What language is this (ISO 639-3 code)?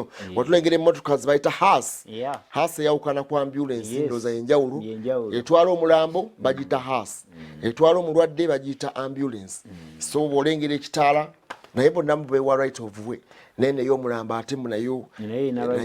lug